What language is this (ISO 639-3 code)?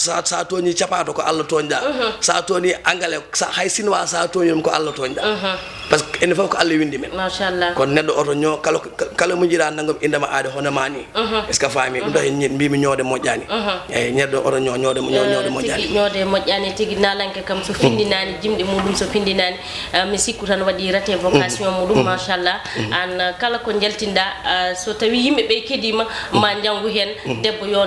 ful